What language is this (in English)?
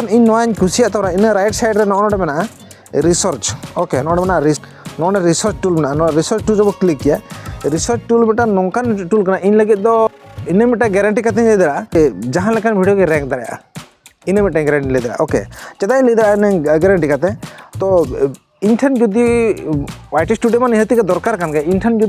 Santali